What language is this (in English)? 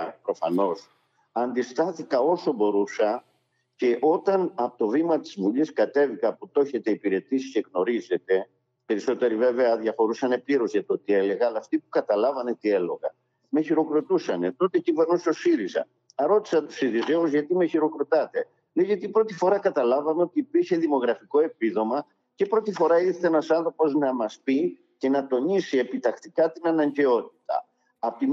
Greek